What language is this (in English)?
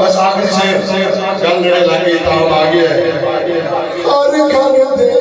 Saraiki